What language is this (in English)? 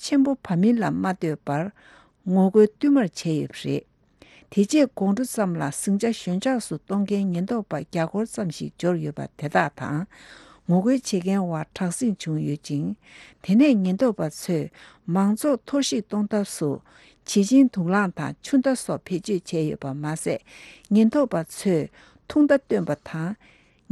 Tibetan